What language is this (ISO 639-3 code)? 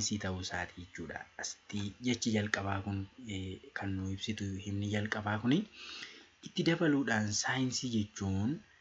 orm